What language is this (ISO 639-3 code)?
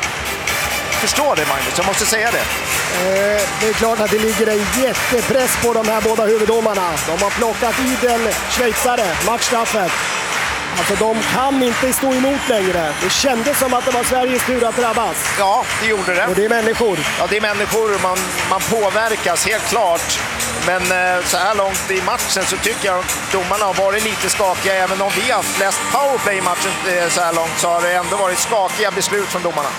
swe